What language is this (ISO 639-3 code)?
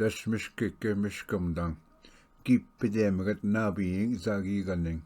oji